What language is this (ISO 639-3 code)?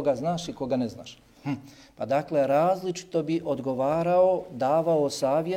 bos